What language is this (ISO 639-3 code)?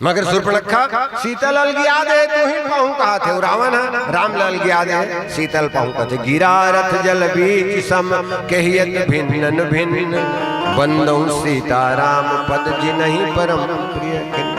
hne